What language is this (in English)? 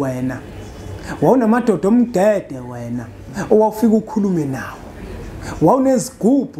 Zulu